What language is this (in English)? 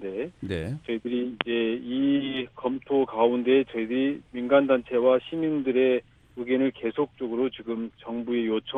Korean